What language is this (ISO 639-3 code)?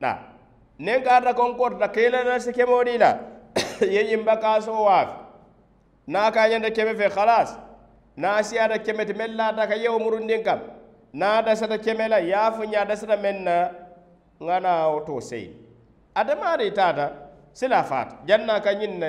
man